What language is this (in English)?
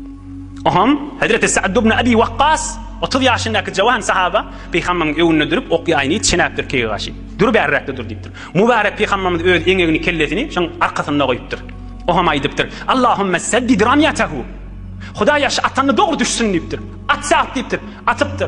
Turkmen